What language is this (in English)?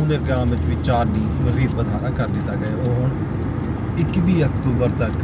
Saraiki